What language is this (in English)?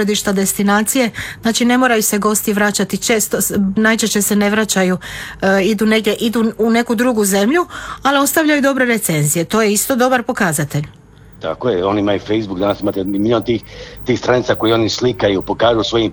Croatian